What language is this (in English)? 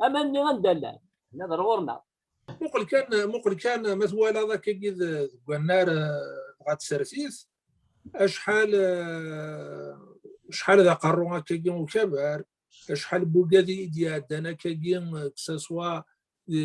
Kabyle